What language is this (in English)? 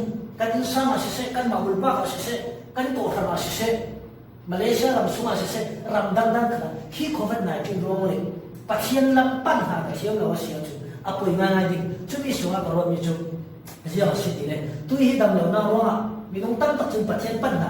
Falam Chin